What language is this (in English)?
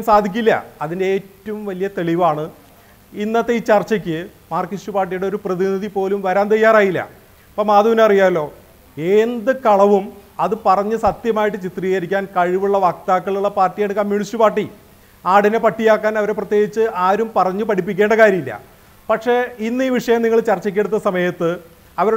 Malayalam